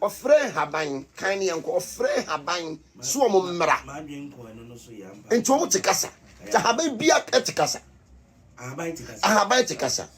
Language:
Akan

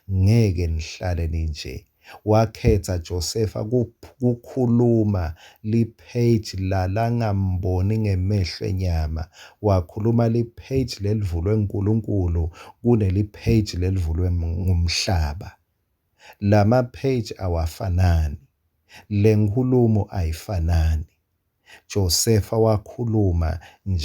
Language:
Swati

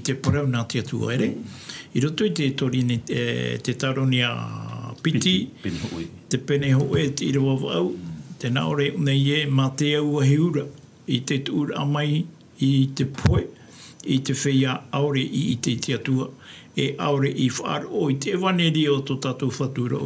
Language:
Tahitian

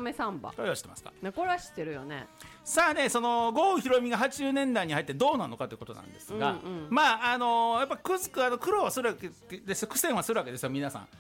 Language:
Japanese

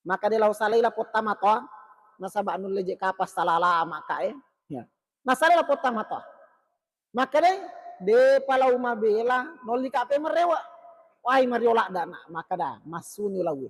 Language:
Buginese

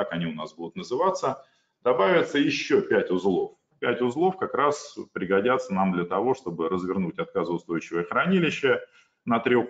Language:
Russian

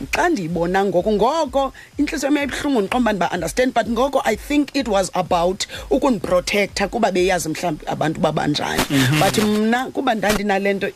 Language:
Xhosa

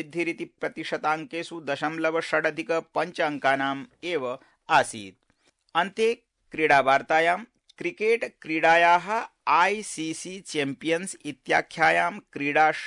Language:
Sanskrit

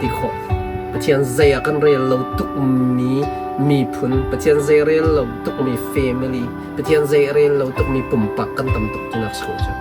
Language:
Hakha Chin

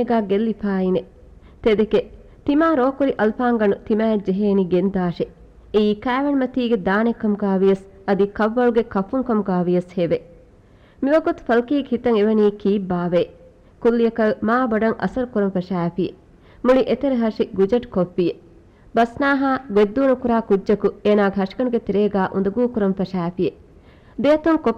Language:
Divehi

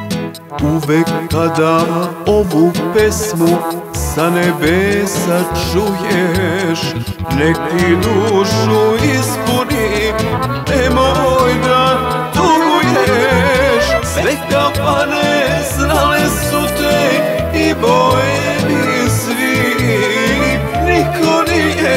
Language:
Serbian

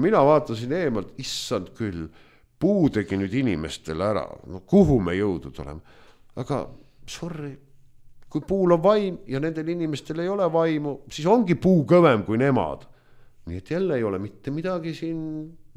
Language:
Estonian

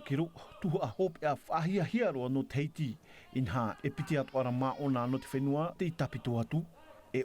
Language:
Tahitian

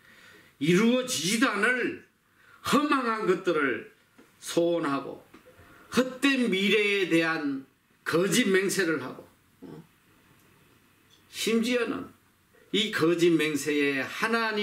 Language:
Korean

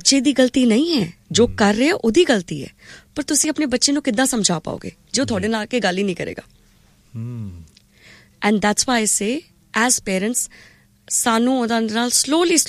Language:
Punjabi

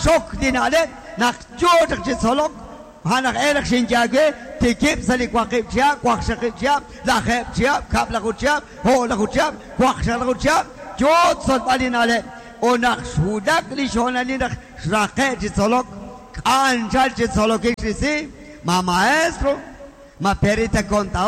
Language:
Kekchí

